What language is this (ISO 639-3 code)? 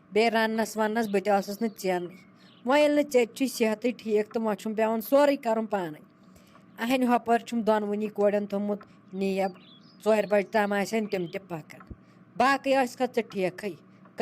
kas